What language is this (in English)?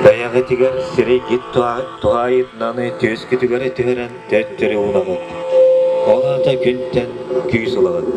Yakut